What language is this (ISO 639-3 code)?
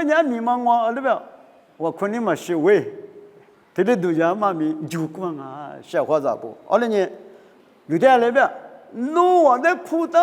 lis